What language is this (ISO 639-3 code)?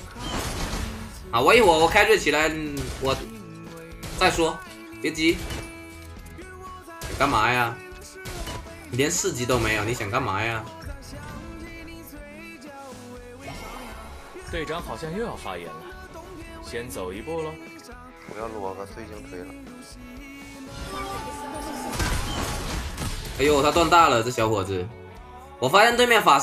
zho